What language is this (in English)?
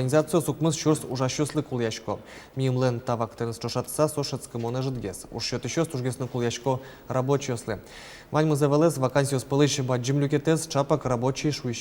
Udmurt